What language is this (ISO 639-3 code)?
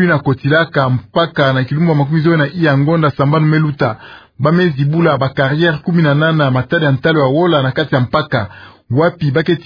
ktu